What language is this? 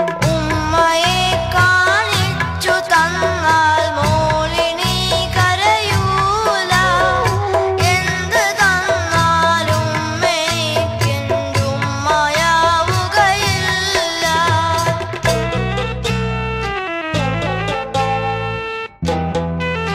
Malayalam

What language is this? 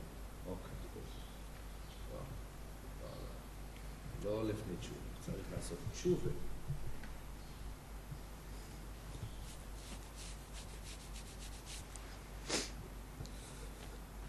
Hebrew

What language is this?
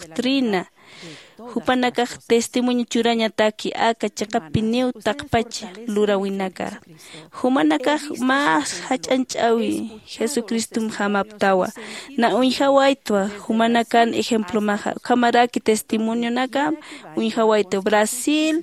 Aymara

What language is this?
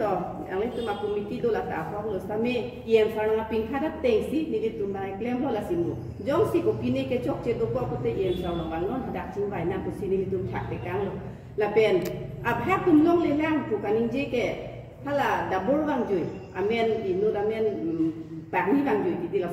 Karbi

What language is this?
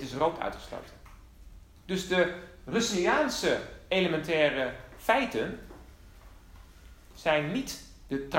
Dutch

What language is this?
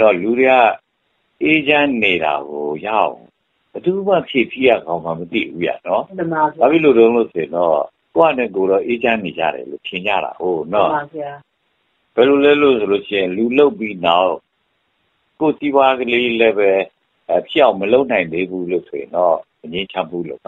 Burmese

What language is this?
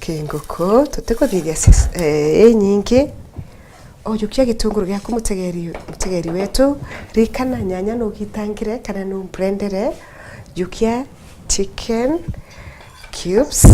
Meru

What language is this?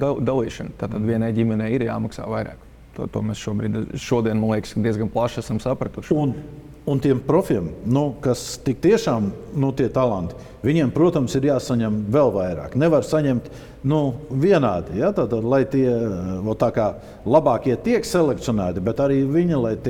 Latvian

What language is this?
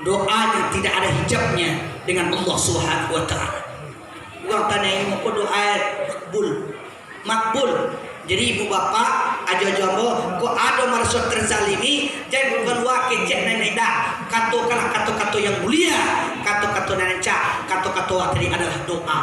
Minangkabau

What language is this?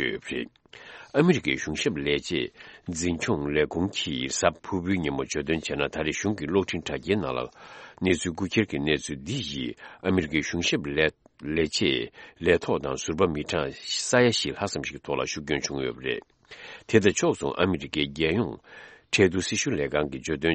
Tibetan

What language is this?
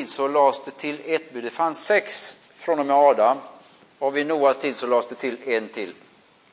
Swedish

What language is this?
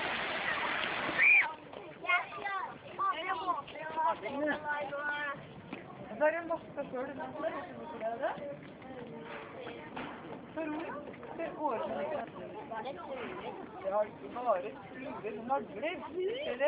Norwegian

